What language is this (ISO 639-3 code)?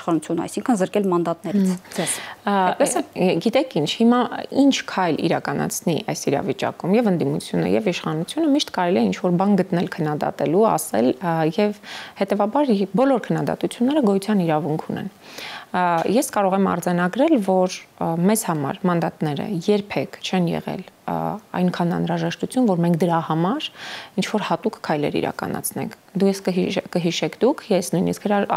hye